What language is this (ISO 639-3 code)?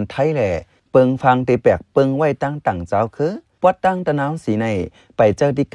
shn